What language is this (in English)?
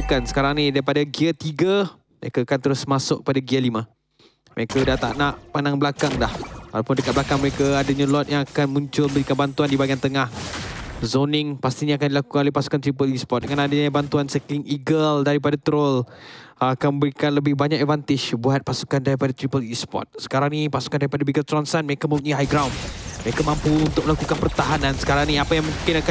Malay